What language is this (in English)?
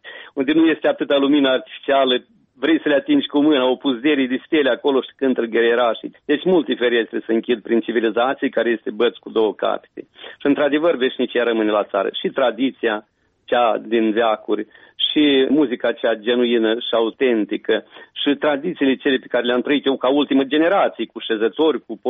Romanian